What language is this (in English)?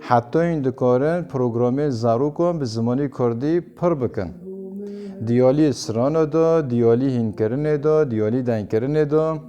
Kurdish